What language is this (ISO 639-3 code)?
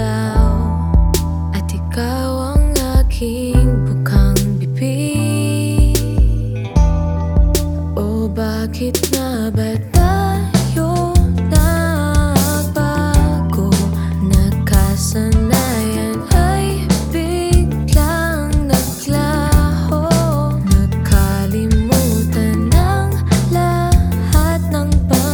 fil